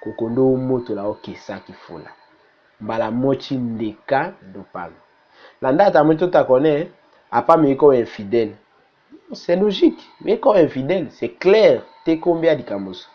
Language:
Tetela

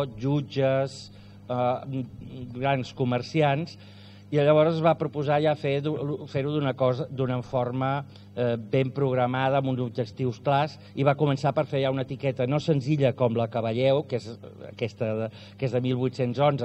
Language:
Catalan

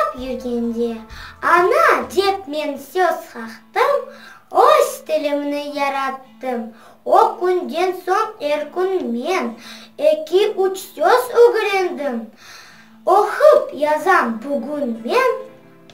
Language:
Crimean Tatar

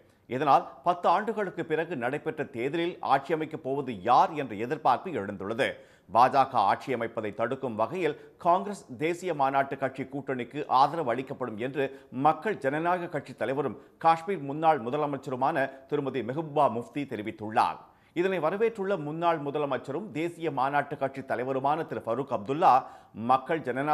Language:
Tamil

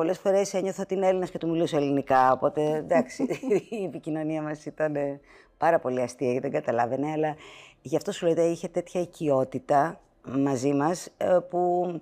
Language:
Greek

